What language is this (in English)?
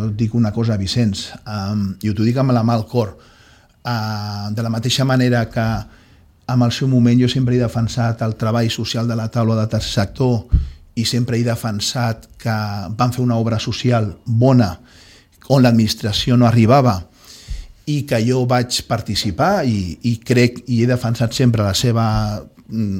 Catalan